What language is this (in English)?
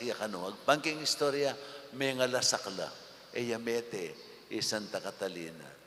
Pampanga